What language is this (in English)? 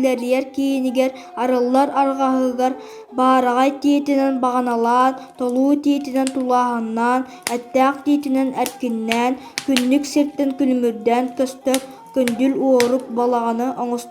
Yakut